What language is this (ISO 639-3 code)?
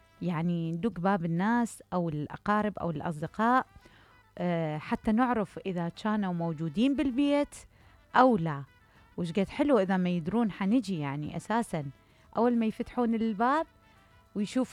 acm